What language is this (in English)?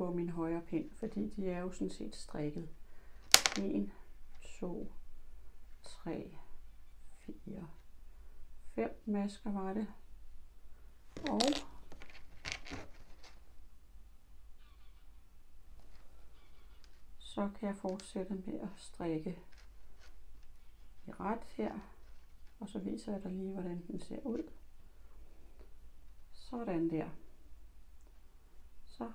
Danish